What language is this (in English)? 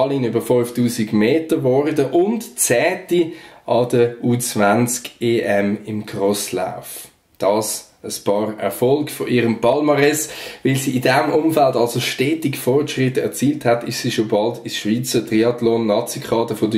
Swiss German